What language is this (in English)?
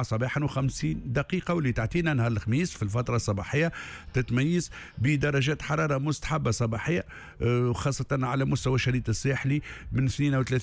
Tunisian Arabic